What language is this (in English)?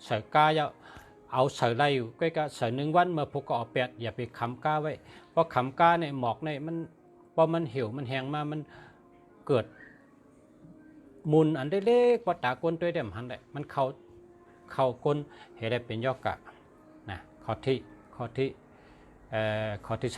Shan